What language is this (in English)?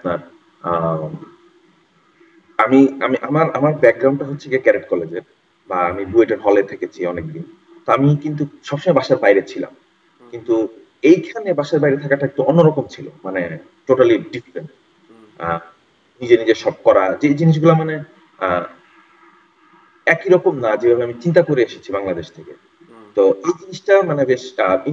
Bangla